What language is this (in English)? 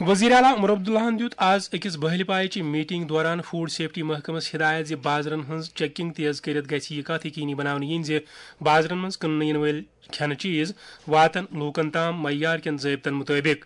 Kashmiri